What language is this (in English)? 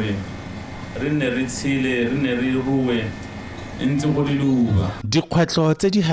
Tswana